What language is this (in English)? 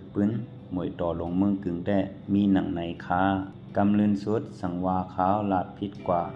Shan